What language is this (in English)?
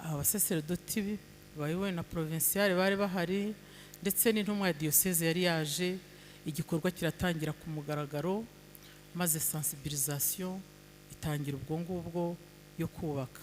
Kinyarwanda